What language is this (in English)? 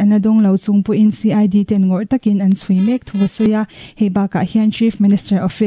Mizo